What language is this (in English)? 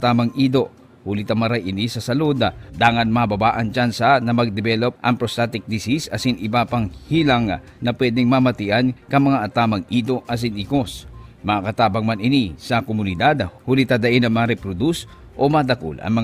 Bikol